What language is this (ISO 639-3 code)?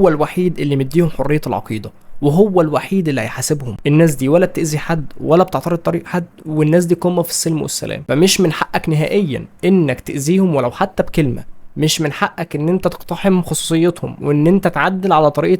arz